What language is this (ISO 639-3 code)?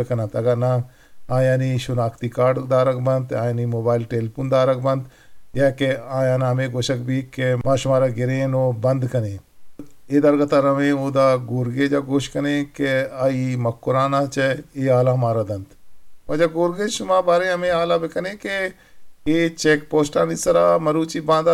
bgp